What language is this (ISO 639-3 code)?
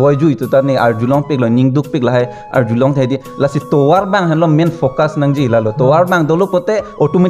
mjw